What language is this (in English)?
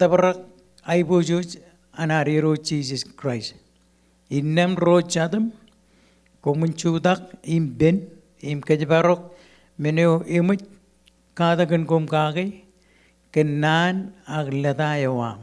Marshallese